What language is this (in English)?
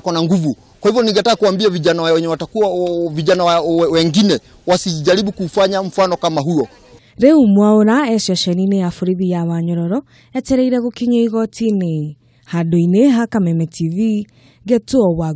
Kikuyu